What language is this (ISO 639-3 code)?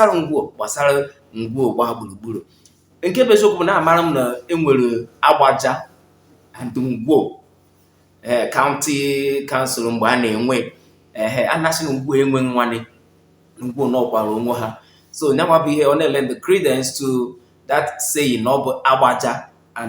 ibo